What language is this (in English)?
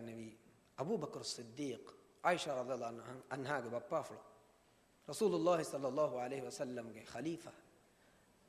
Divehi